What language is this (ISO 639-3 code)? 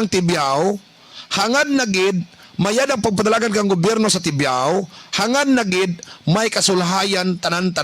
hil